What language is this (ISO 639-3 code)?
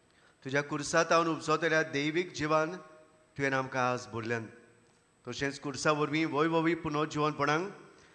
kok